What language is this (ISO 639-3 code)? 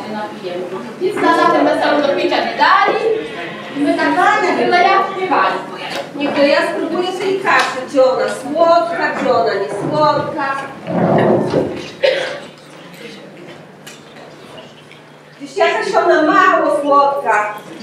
pol